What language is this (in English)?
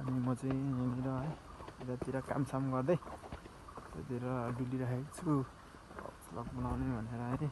Nepali